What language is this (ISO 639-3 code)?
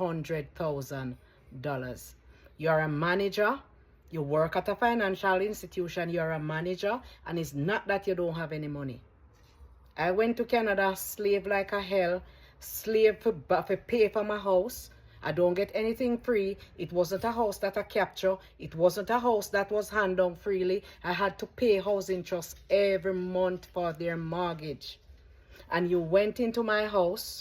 jam